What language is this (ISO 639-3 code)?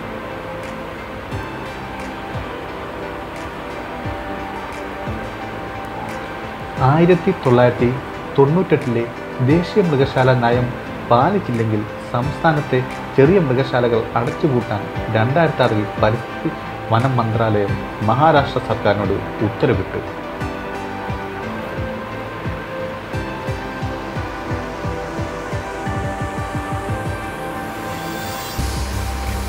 mal